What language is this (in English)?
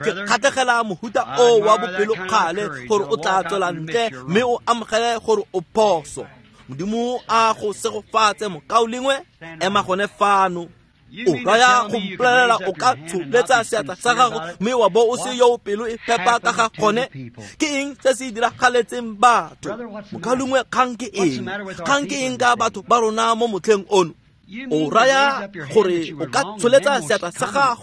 Tswana